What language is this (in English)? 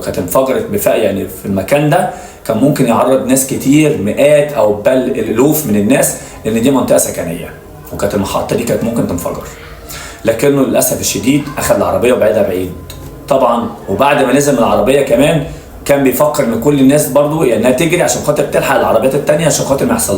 Egyptian Arabic